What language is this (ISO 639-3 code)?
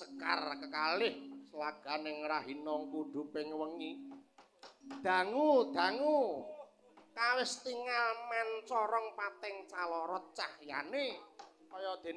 jav